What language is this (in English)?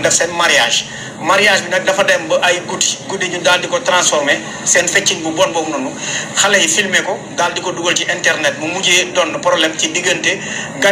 Wolof